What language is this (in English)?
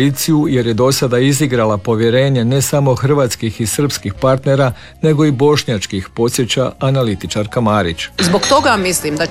Croatian